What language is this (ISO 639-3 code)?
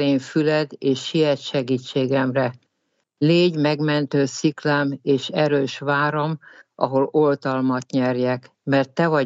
hun